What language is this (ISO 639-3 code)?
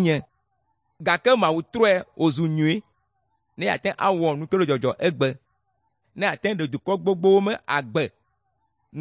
ewe